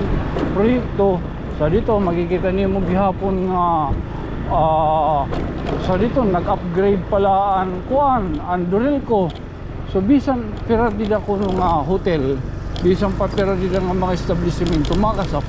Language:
Waray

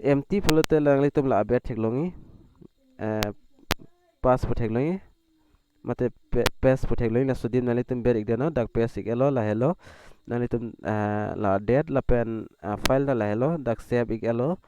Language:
Karbi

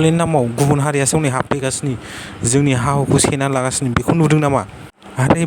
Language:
Bodo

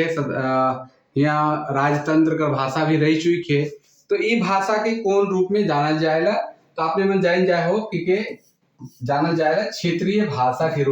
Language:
Sadri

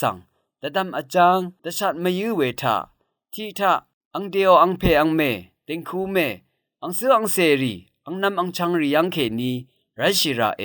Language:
Rawang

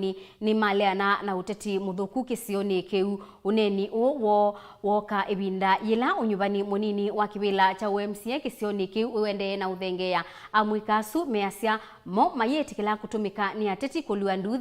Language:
Kamba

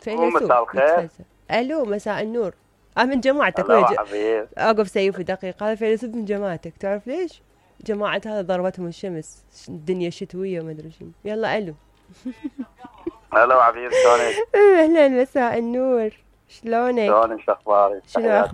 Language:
Mesopotamian Arabic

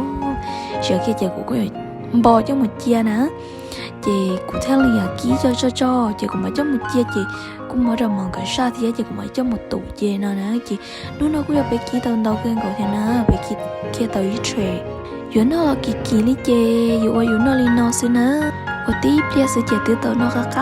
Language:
Hmong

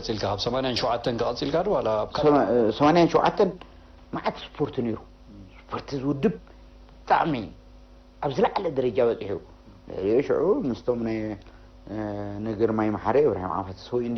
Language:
Tigrinya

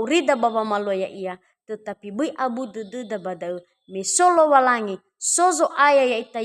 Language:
Nias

